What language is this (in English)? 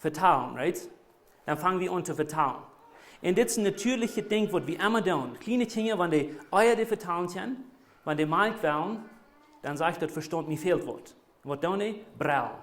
Plautdietsch